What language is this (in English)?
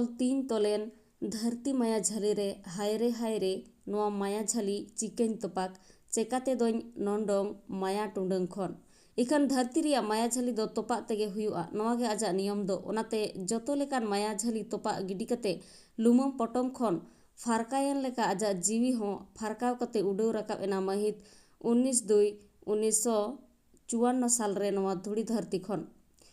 Santali